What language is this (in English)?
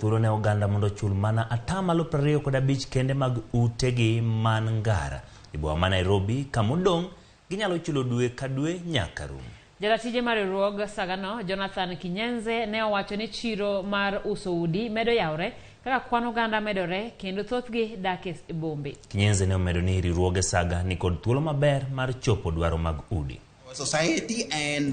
Luo (Kenya and Tanzania)